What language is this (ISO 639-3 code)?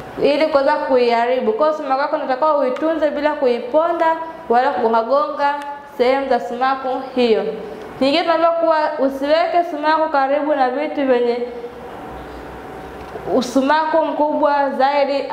swa